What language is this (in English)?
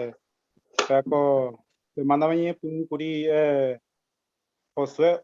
Guarani